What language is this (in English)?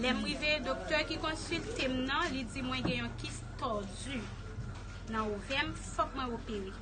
Haitian Creole